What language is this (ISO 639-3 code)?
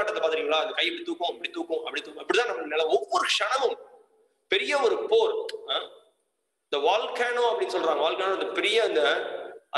tam